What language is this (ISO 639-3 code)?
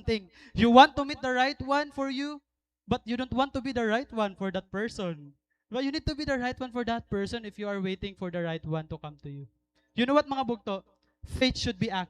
war